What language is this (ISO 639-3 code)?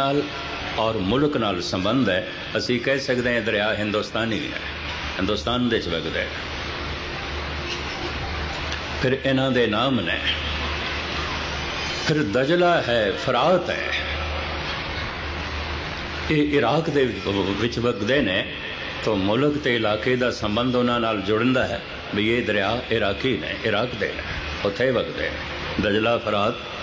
pan